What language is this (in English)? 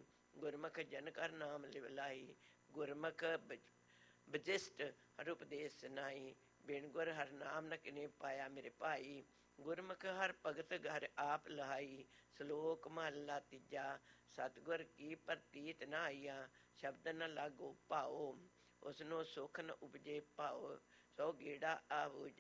Punjabi